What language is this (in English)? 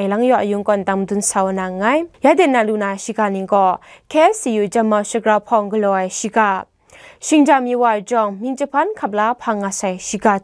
Kachin